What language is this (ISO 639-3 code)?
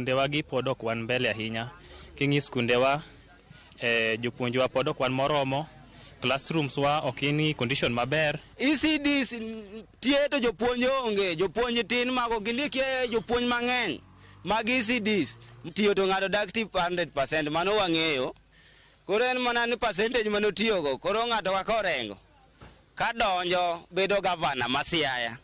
luo